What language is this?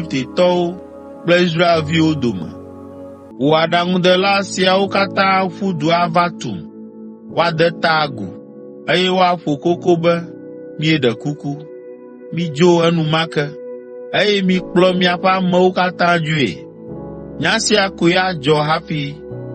Ewe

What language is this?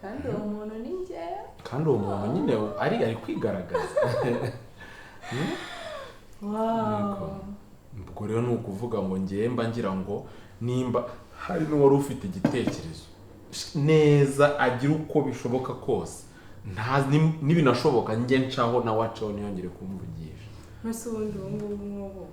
Kinyarwanda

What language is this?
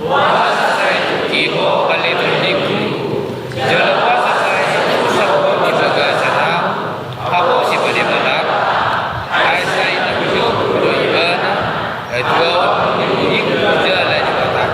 Batak Toba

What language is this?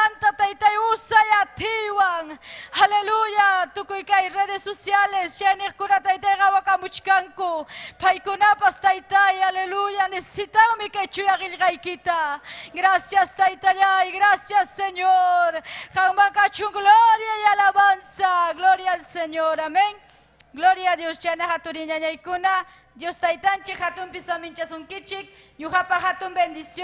Ayacucho Quechua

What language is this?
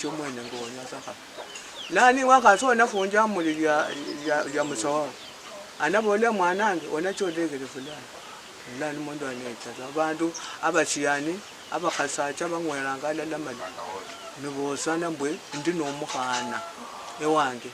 Luyia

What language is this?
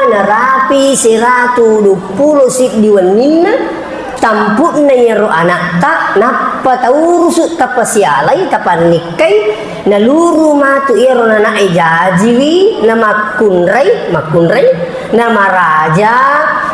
Buginese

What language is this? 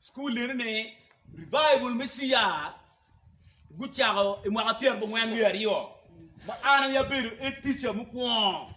Acoli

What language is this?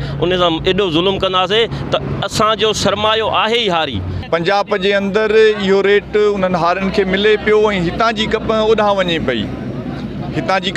Sindhi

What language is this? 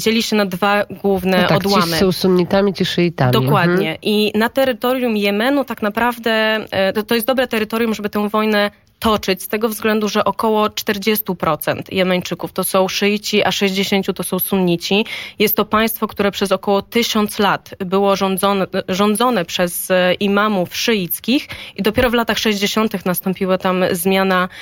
Polish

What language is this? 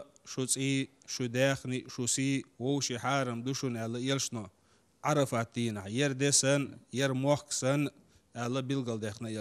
Chechen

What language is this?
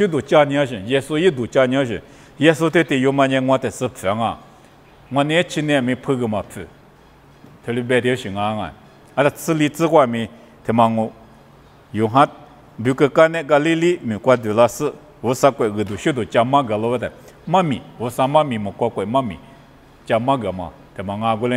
Lisu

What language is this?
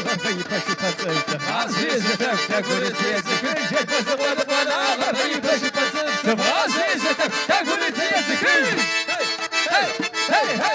Kabardian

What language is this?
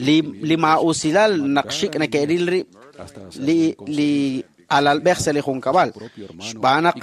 Kekchí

